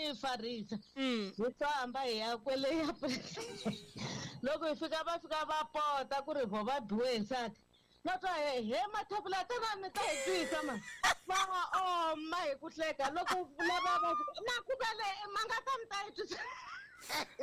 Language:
Tsonga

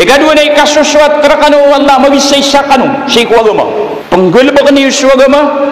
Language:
Maranao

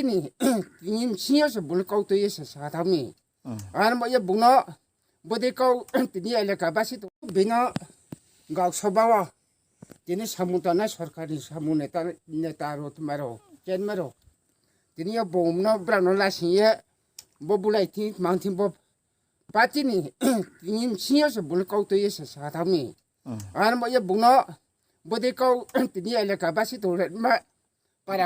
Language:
Riang (India)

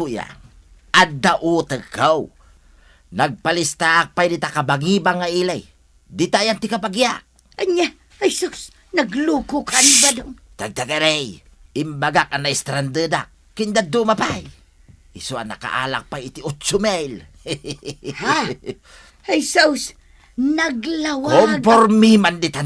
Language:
Iloko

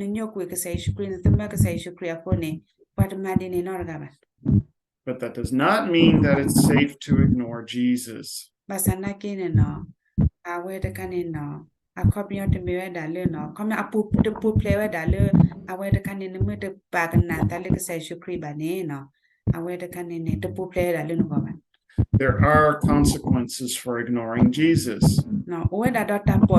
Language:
S'gaw Karen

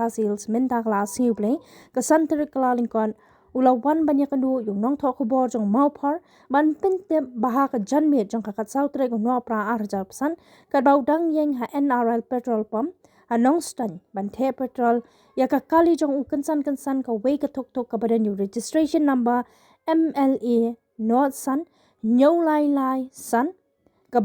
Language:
Khasi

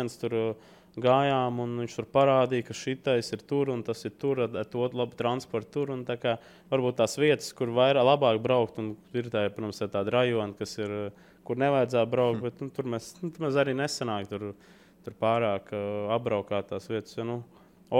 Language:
Latvian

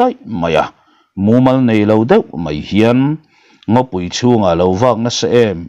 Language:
Mizo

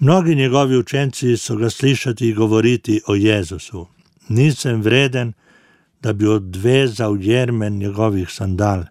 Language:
Slovenian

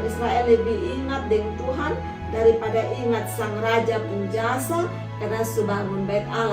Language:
Kupang Malay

